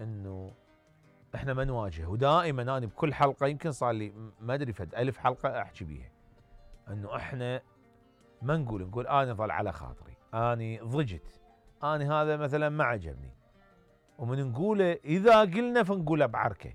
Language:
Mesopotamian Arabic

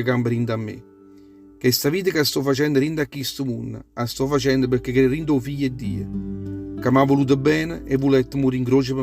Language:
Neapolitan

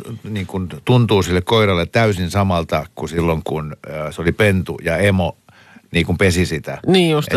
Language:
Finnish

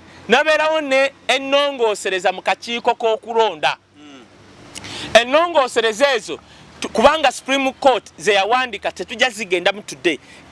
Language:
Ganda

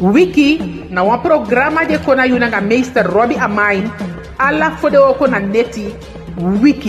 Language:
Eastern Maroon Creole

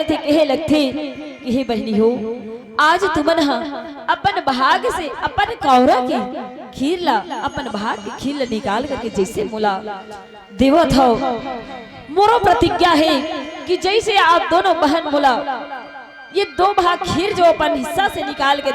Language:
Chhattisgarhi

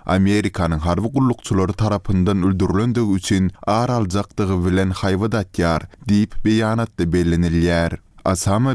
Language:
Turkmen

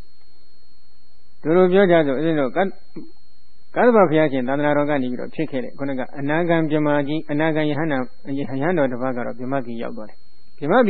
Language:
Burmese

